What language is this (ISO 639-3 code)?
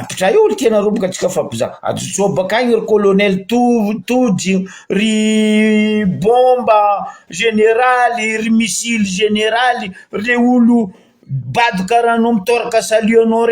mlg